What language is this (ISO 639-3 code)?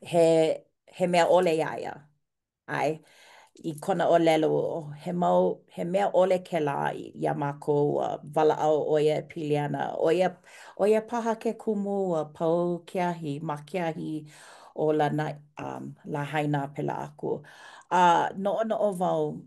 haw